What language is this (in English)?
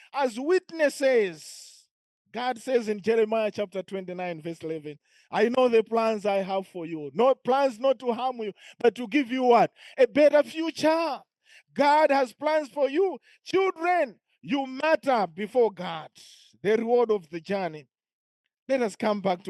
English